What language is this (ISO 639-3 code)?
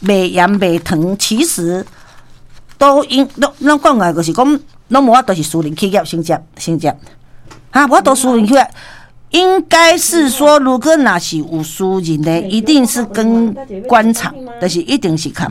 nan